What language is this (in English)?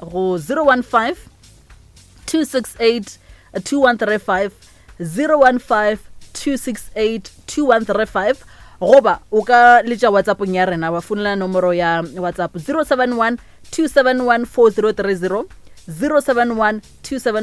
Northern Sotho